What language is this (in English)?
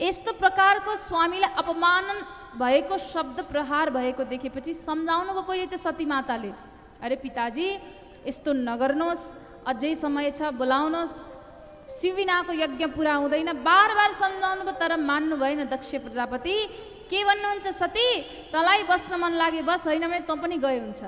Nepali